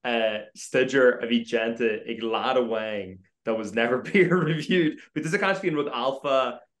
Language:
Irish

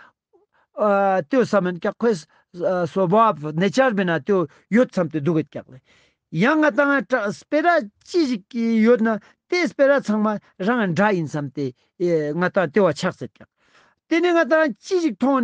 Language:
Ladakhi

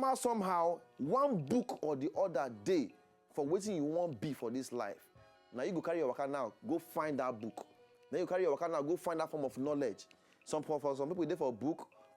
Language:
Nigerian Pidgin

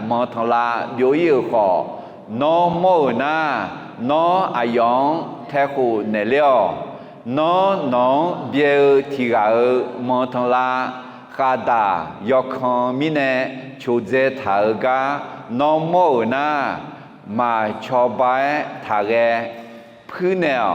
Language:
Akha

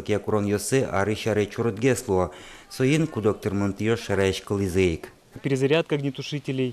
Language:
Udmurt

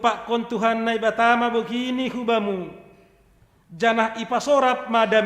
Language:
Batak Simalungun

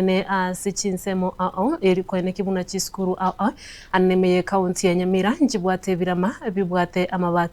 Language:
Gusii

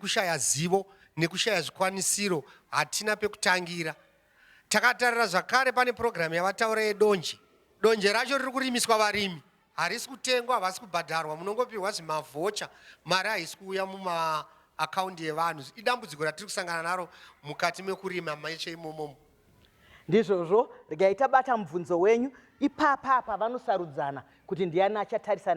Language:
Shona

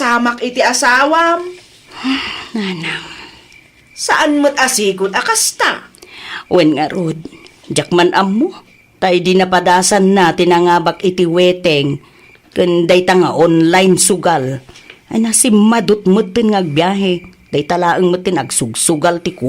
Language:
Iloko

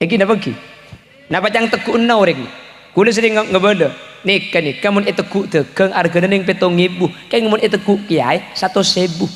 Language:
Madurese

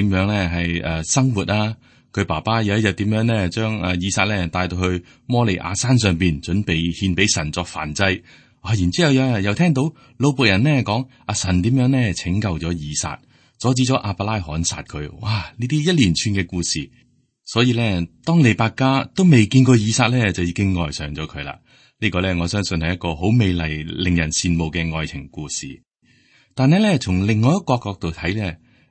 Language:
Cantonese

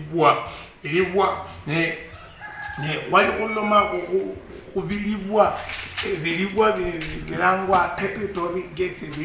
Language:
Luyia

